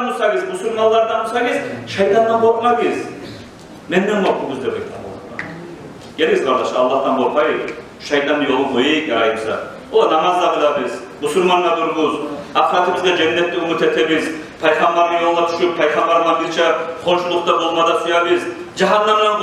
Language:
Kumyk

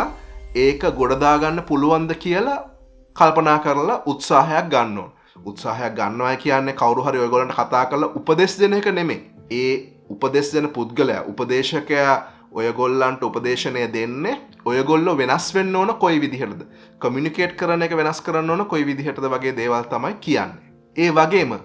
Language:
Sinhala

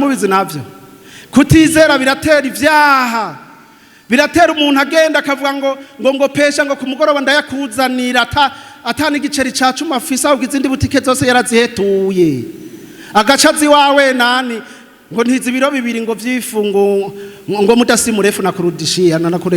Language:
Rundi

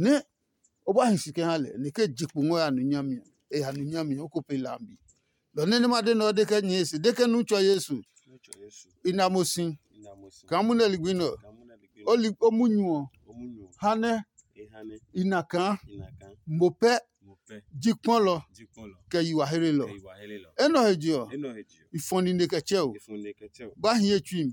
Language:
Adangme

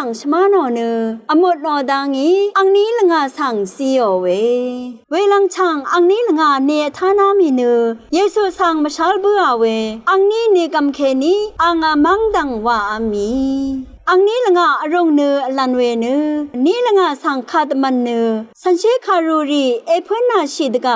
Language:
Rawang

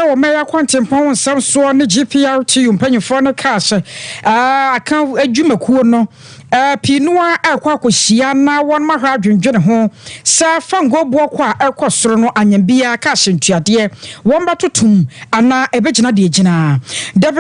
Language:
Akan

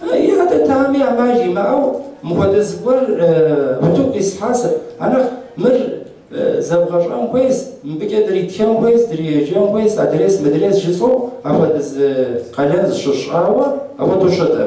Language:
Kabardian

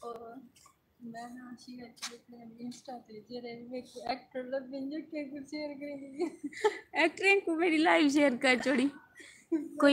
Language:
Saraiki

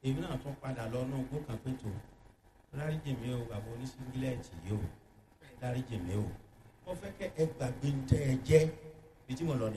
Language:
Yoruba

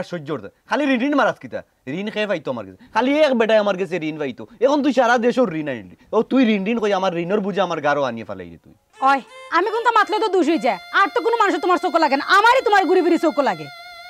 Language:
Sylheti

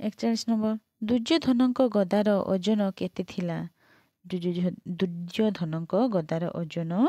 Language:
Odia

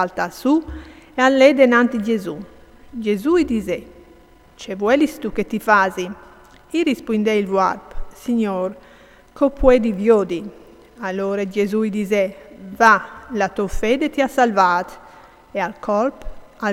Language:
Friulian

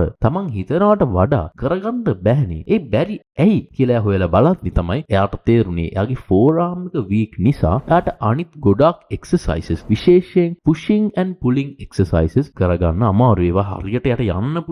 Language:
Sinhala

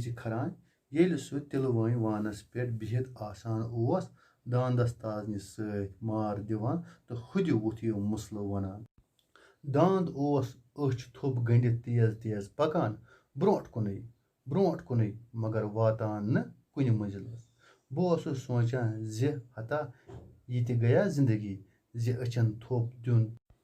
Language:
Kashmiri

